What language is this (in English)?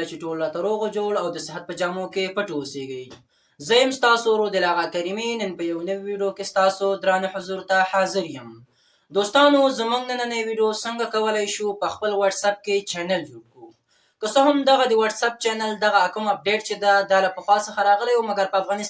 Pashto